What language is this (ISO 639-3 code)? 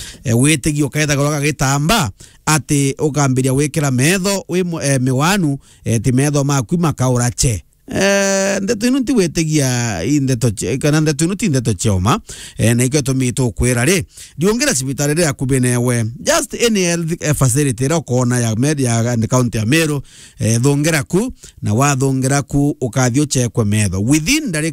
mer